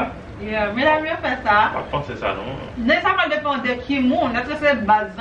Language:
Haitian Creole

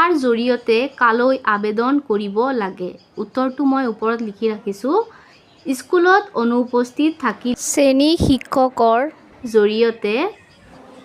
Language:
Assamese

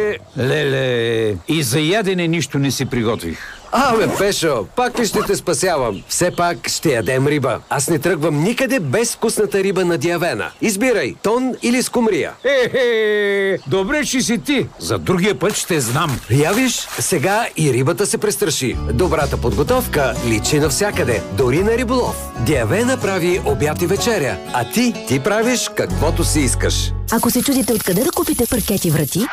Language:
Bulgarian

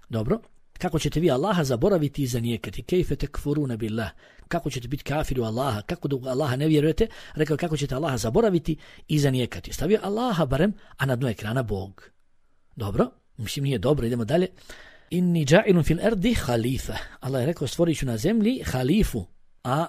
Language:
Bosnian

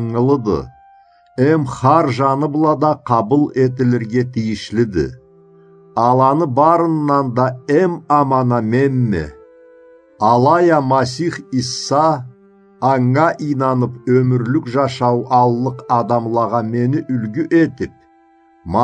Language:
Karachay-Balkar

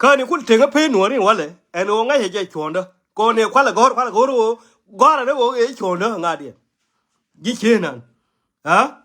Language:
Nuer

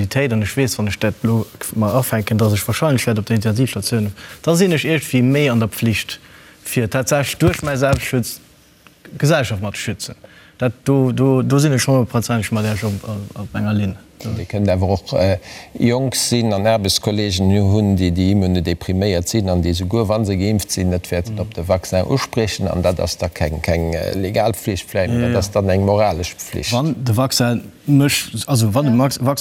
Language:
Luxembourgish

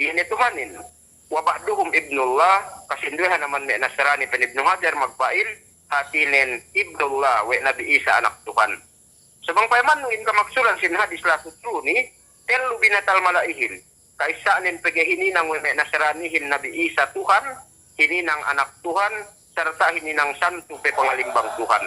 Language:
Yakan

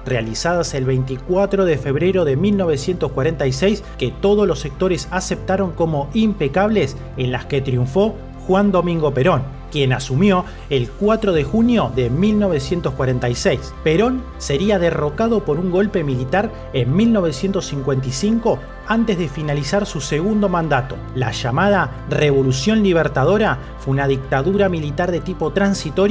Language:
Spanish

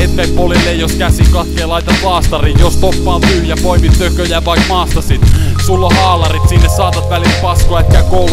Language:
Finnish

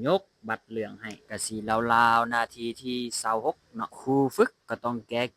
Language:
Lao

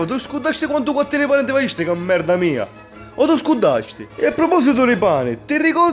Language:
Sicilian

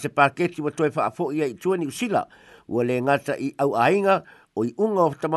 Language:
Samoan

